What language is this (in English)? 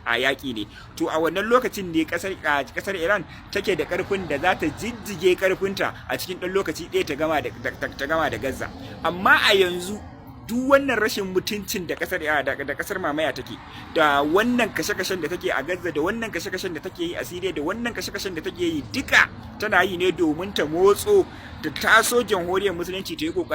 Hausa